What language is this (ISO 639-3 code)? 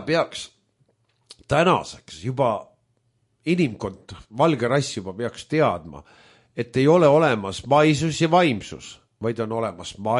est